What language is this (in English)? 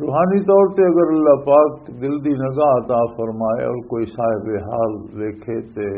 Western Panjabi